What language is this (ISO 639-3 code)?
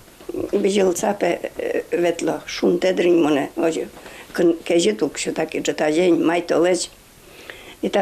udm